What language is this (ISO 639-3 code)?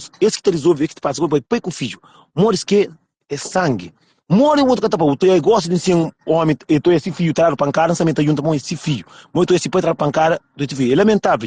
kea